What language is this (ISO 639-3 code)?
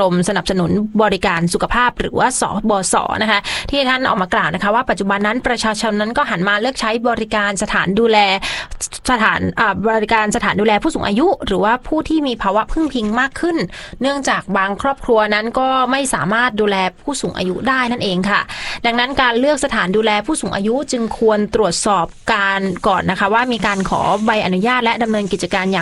tha